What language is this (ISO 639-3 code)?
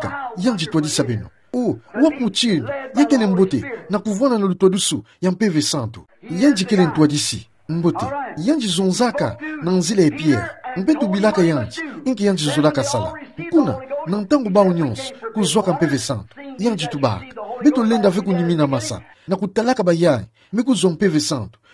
ktu